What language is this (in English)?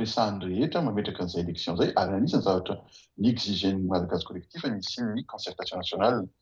Malagasy